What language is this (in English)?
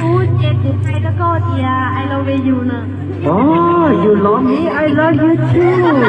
Hmong